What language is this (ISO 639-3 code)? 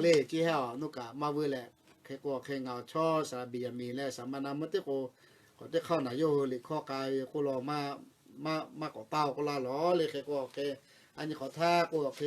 lhu